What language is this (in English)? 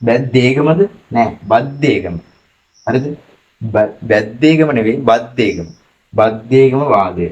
Sinhala